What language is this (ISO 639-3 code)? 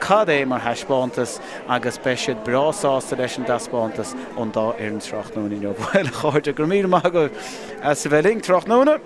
gle